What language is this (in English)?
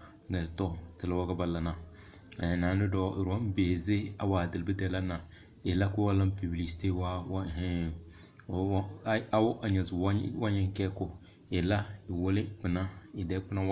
Tem